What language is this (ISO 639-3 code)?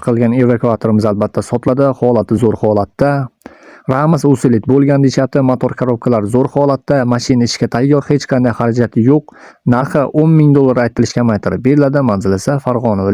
uzb